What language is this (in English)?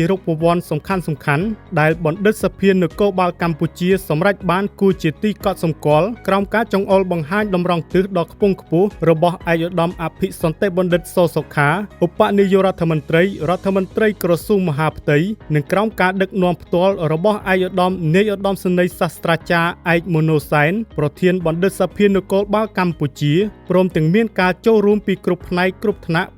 Khmer